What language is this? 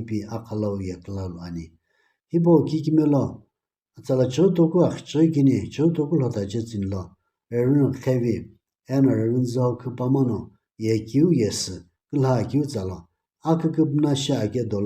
Sumi Naga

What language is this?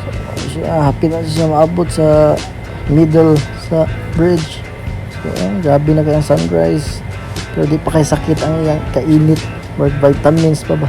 Cebuano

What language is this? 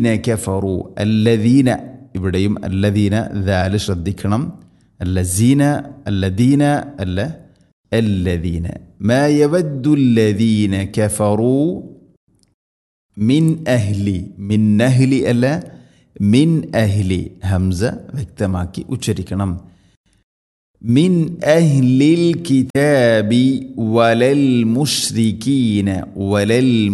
Malayalam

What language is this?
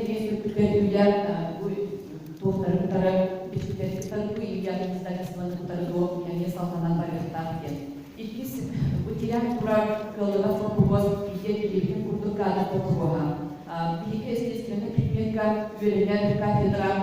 Yakut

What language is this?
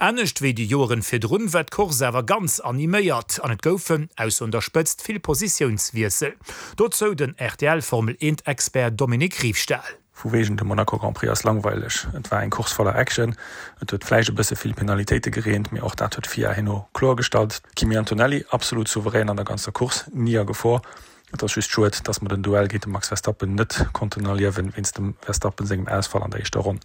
Luxembourgish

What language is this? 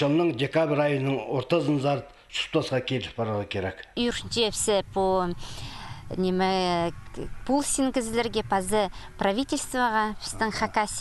Khakas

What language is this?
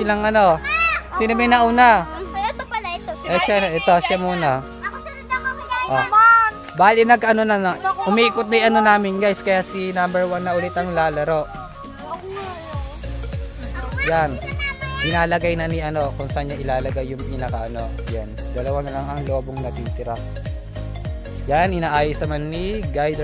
Filipino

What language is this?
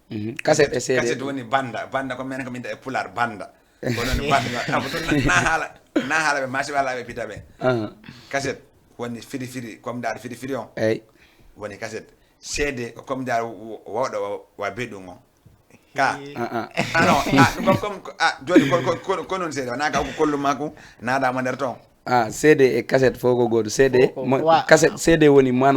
Fula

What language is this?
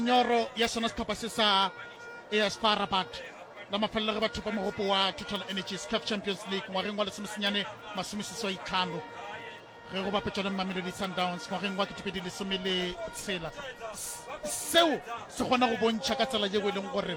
Northern Sotho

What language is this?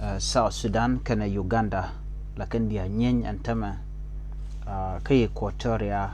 Nuer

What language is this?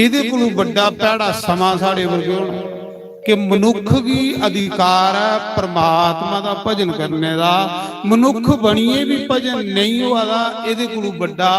Dogri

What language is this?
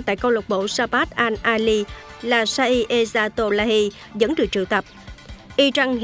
Vietnamese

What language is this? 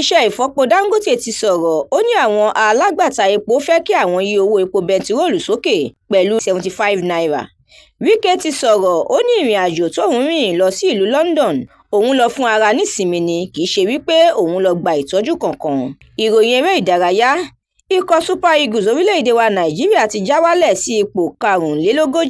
Yoruba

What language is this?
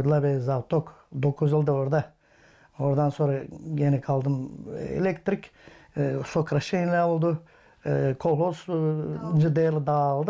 Gagauz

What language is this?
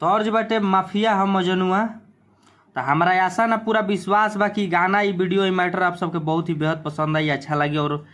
Bhojpuri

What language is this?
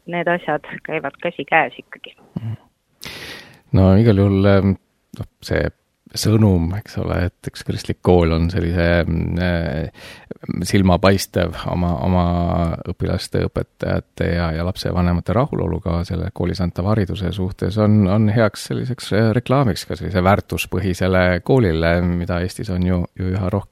Estonian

